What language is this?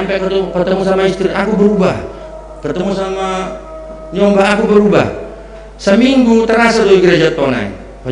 Batak Simalungun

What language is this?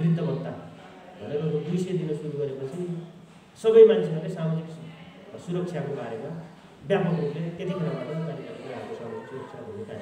Nepali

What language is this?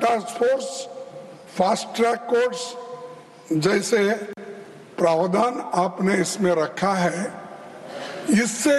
Hindi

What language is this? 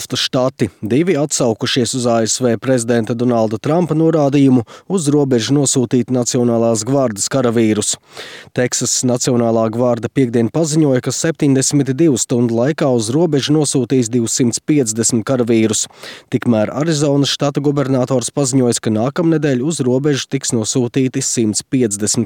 Latvian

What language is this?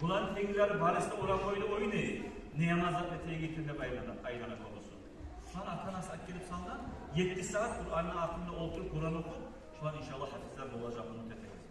Kumyk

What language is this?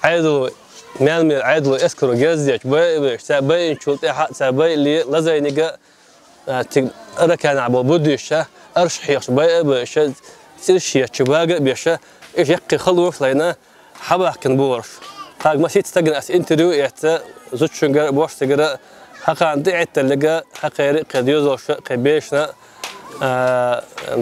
Chechen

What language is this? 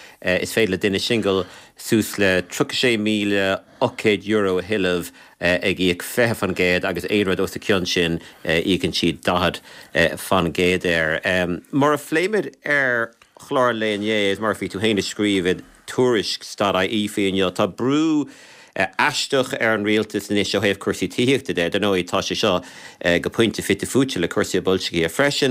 Irish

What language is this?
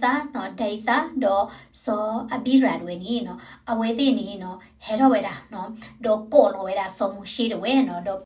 S'gaw Karen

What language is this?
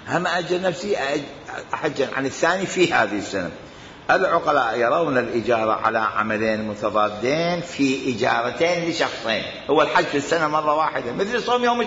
Arabic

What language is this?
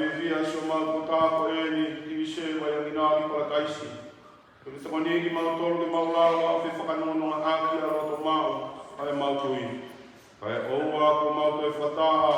Tongan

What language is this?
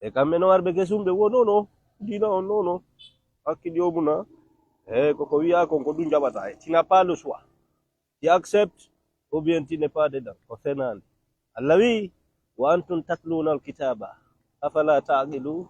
Fula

